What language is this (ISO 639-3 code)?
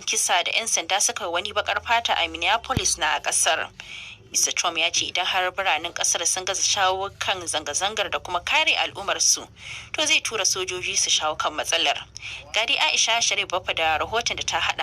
hau